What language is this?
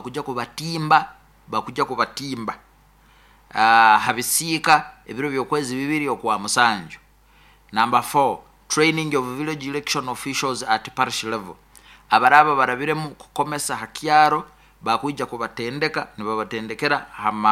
Nyoro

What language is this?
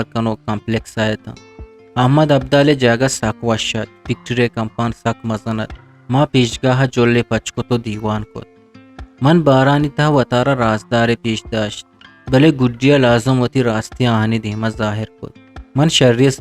Eastern Balochi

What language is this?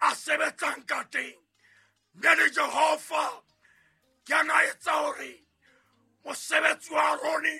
Southern Sotho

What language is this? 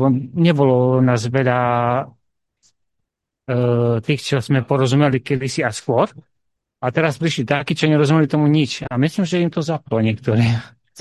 Slovak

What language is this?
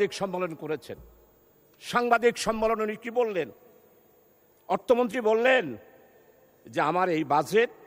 Bangla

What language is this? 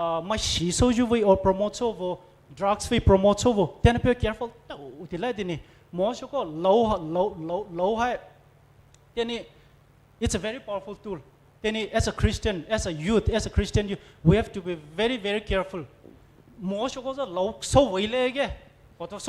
Poumei Naga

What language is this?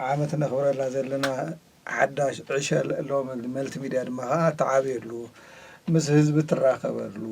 Tigrinya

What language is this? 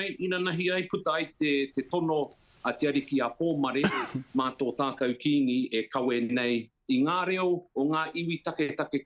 Māori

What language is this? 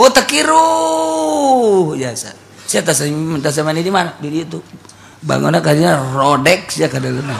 Sundanese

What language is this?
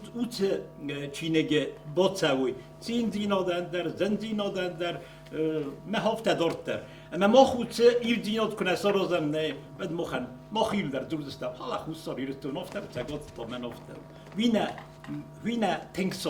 Ossetic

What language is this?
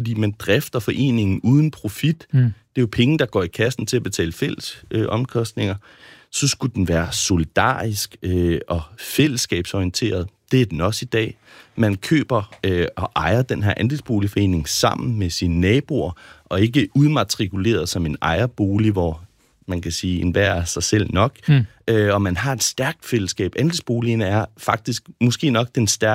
Danish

